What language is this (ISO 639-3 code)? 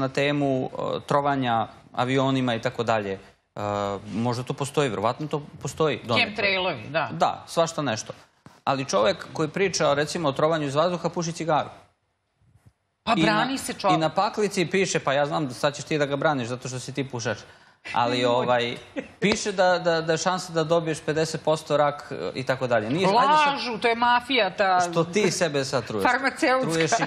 srp